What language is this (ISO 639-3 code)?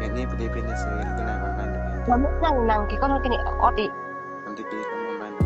mjw